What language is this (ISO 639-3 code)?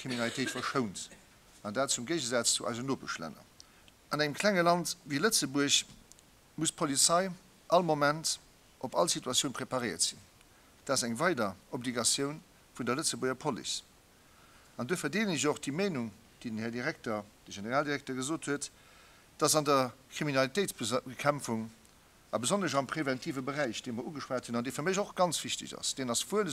ltz